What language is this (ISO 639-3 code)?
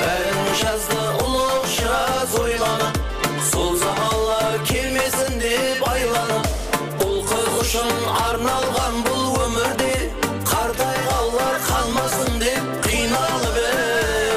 kaa